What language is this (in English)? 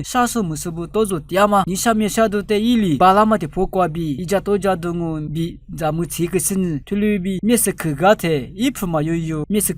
Lisu